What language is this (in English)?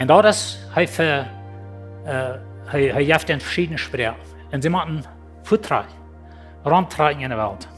Plautdietsch